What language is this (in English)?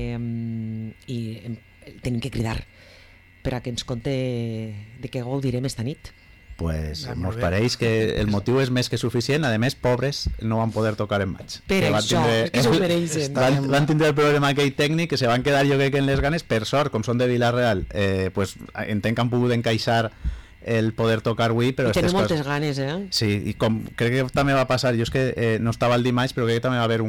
Catalan